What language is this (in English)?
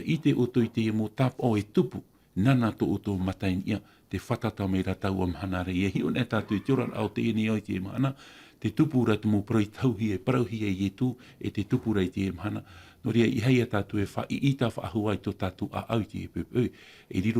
Tahitian